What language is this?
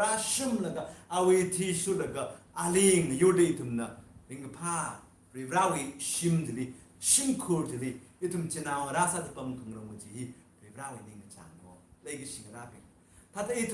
Tangkhul Naga (India)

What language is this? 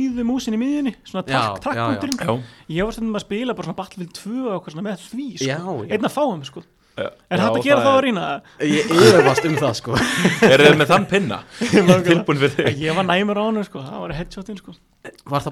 Icelandic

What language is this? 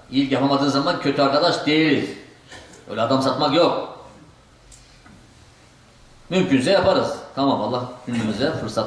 Turkish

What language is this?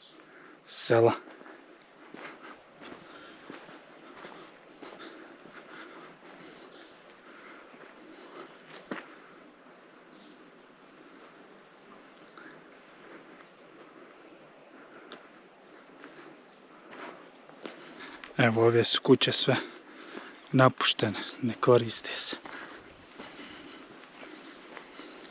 Croatian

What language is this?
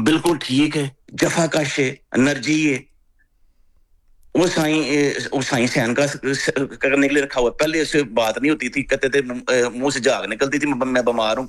Urdu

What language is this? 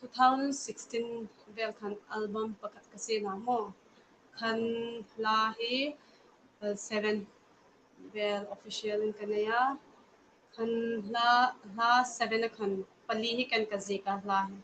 Hmar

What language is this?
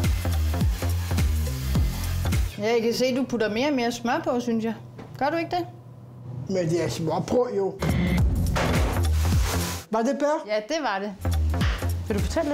Danish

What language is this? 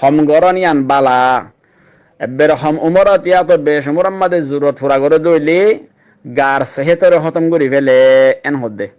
Rohingya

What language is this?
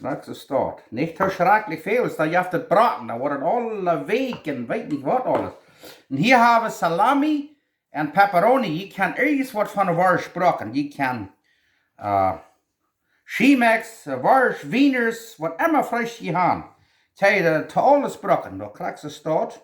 Plautdietsch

